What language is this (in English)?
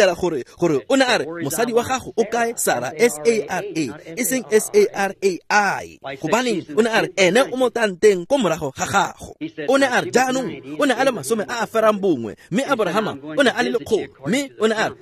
Tswana